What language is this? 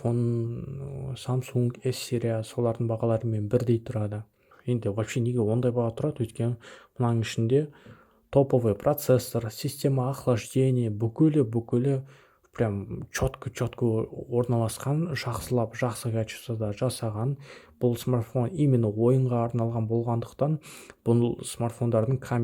Kazakh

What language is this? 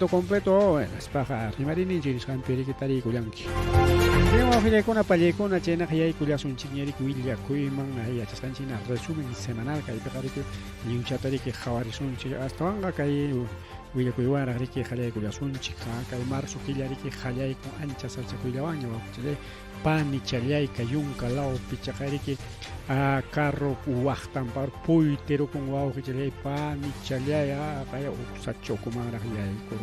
Ayacucho Quechua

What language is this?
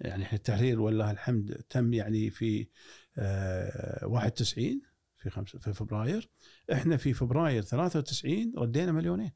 Gulf Arabic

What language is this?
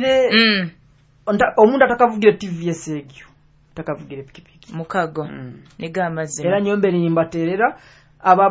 Nyoro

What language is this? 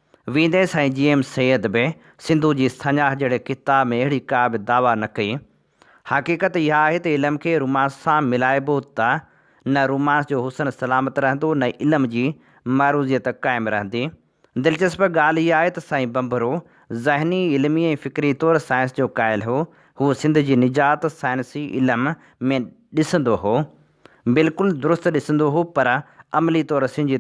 Sindhi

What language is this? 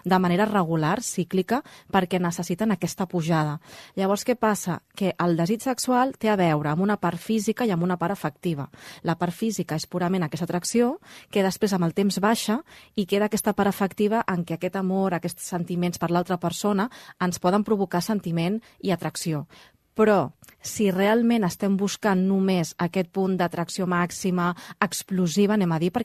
Catalan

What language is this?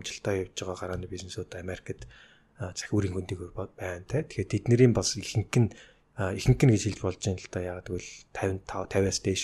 Mongolian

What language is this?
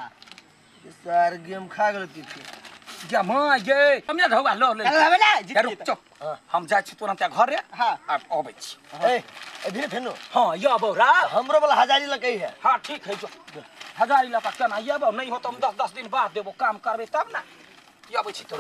Maithili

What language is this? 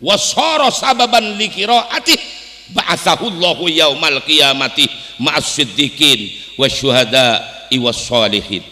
Madurese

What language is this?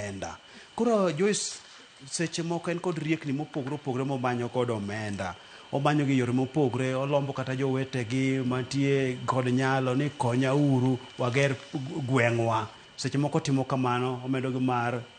Luo (Kenya and Tanzania)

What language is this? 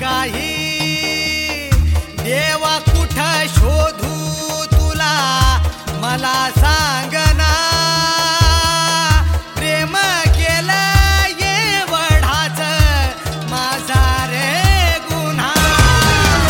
Marathi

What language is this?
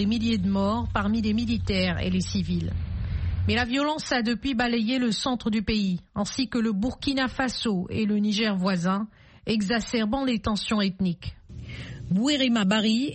French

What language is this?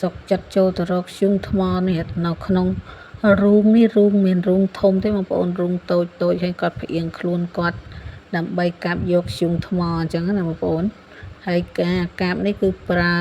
Khmer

